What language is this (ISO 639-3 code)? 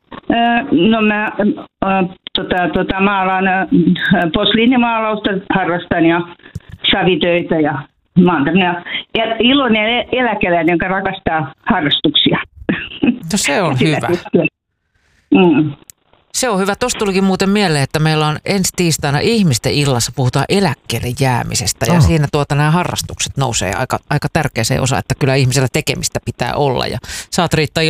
fin